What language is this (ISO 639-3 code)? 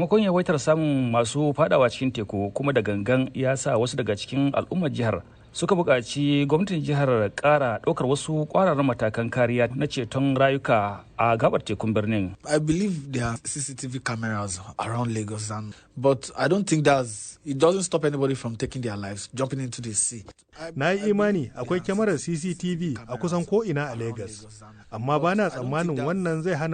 hau